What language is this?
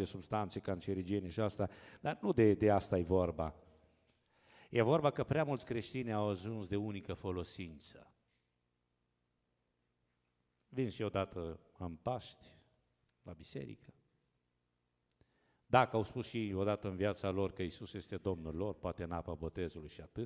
Romanian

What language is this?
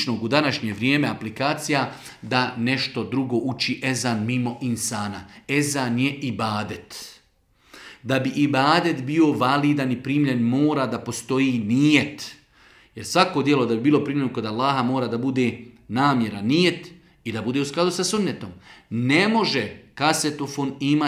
Bosnian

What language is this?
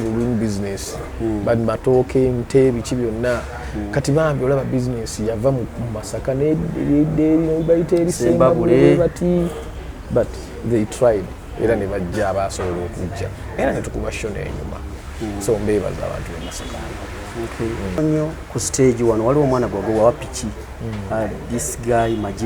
Ganda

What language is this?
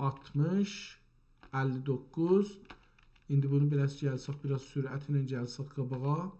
South Azerbaijani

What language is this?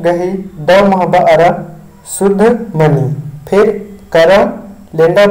Kurukh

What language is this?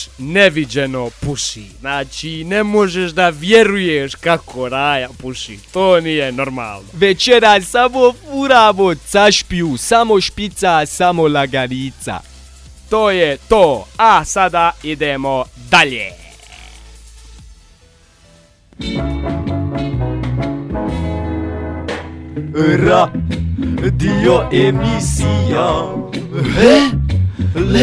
Bosnian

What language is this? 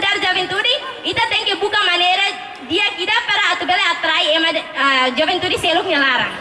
Tetum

